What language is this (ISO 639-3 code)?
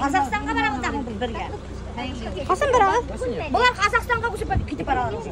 bak